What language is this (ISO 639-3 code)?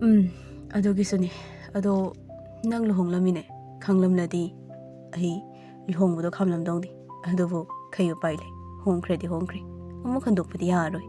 mni